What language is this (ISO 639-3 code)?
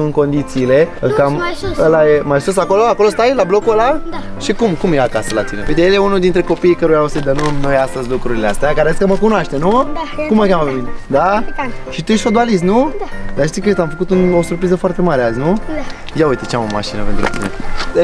ron